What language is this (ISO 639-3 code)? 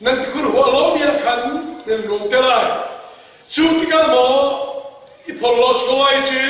cnh